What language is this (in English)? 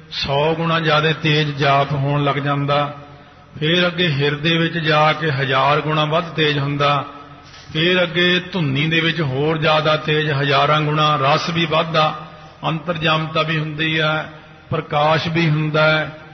Punjabi